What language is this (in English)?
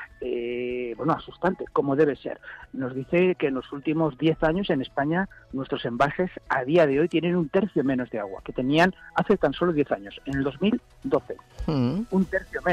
Spanish